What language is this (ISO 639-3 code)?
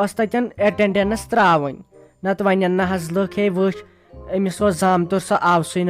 kas